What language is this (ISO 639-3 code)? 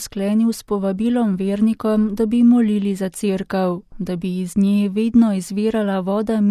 slv